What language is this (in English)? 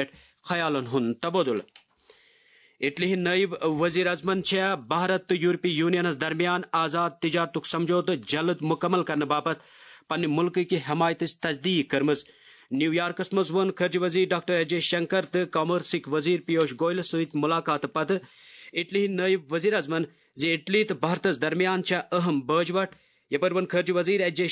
Kashmiri